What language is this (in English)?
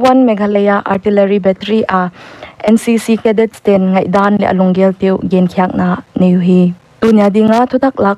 Paite Chin